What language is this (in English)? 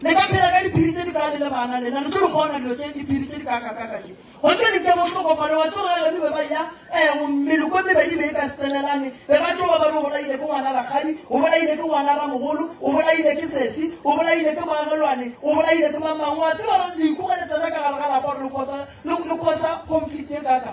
Northern Sotho